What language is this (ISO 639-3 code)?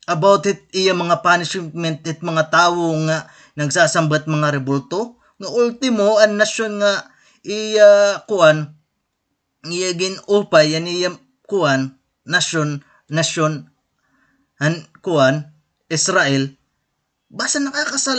war